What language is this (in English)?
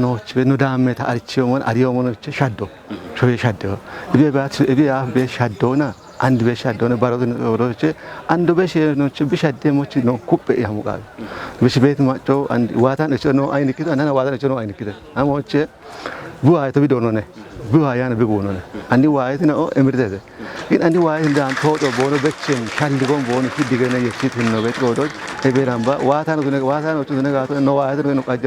Kafa